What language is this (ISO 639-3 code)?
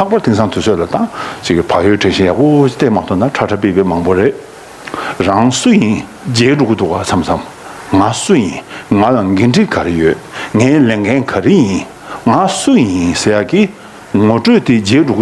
bod